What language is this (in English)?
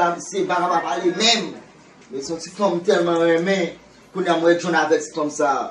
Haitian Creole